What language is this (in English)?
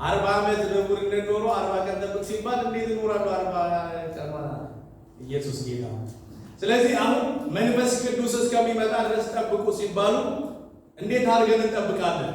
Amharic